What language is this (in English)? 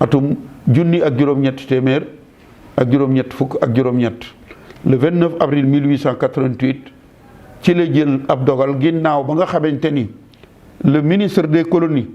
Wolof